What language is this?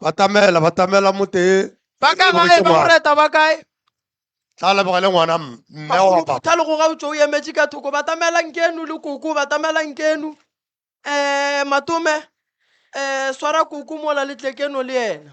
Northern Sotho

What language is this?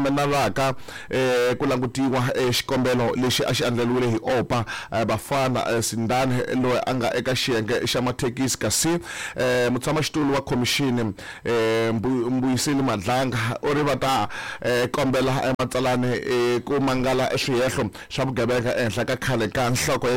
Tsonga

